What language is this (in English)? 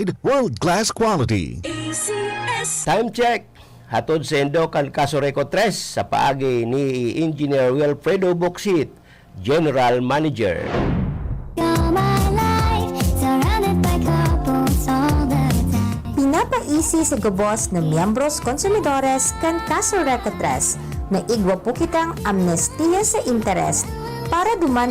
Bikol